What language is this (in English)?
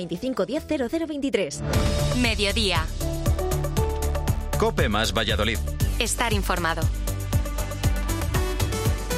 Spanish